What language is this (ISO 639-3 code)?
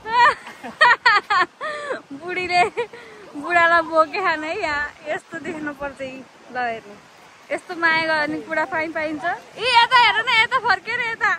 nep